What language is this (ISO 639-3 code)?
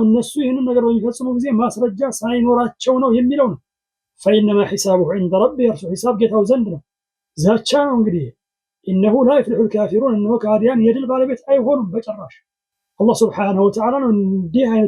amh